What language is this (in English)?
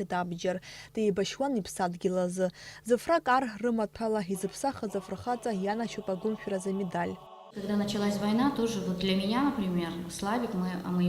Abkhazian